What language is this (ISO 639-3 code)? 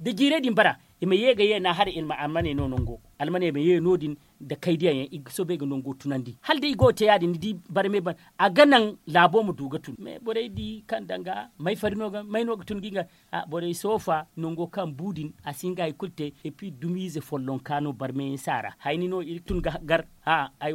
dje